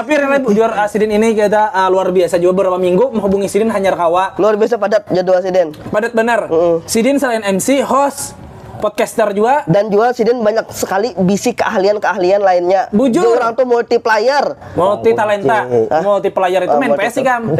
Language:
Banjar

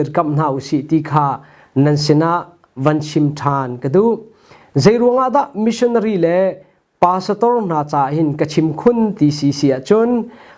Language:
Hakha Chin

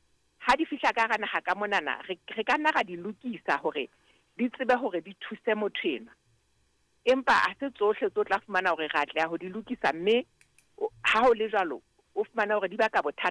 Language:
Southern Sotho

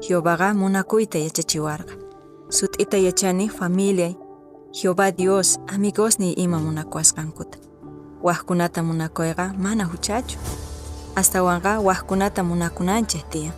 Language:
Quechua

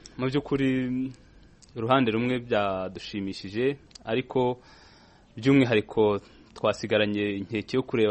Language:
Kinyarwanda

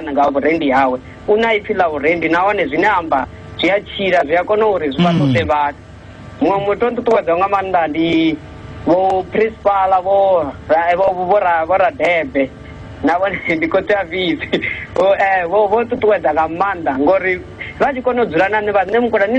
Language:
Venda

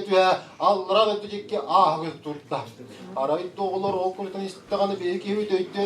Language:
Tuvinian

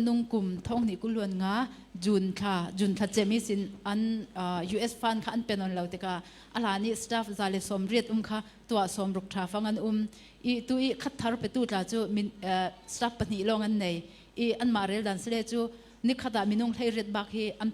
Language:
Falam Chin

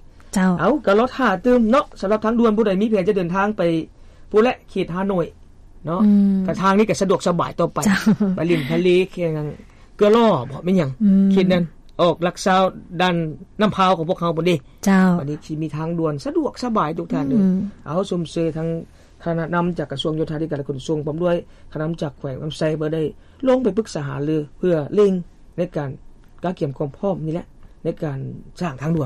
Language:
Lao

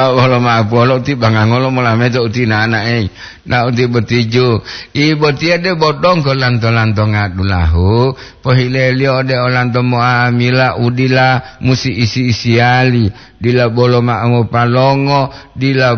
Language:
Gorontalo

